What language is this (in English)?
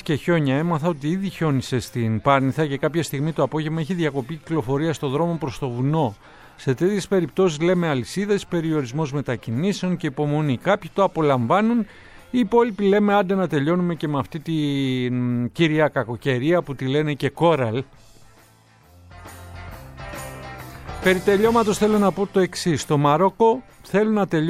Greek